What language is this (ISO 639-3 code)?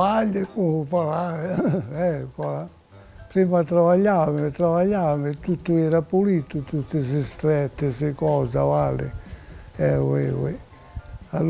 cos